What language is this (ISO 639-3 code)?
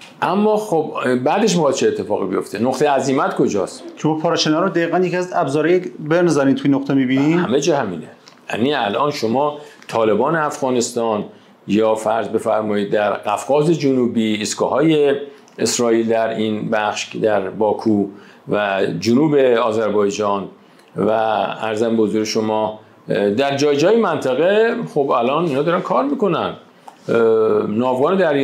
fas